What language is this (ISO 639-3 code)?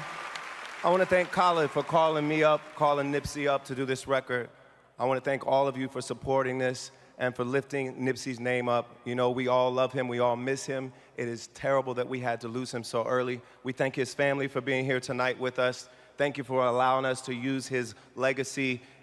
tir